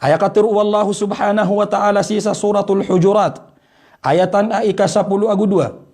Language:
Maranao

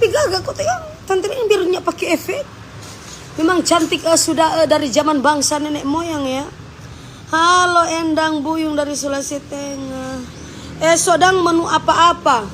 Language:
Manado Malay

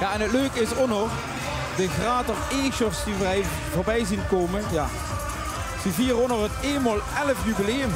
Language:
Limburgish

